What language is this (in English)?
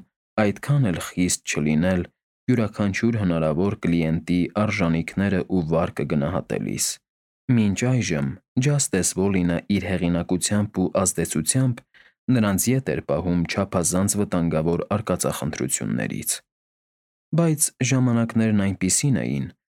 Armenian